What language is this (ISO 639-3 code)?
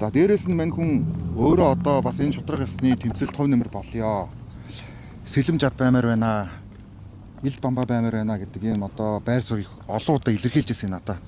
mon